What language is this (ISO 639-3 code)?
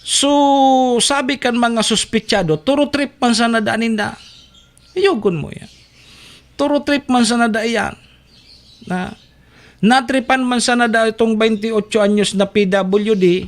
bik